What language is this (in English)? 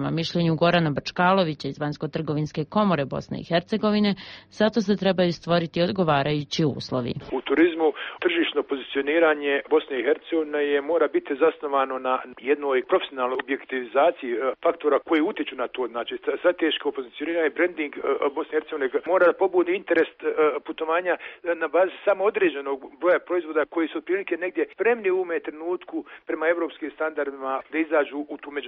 Croatian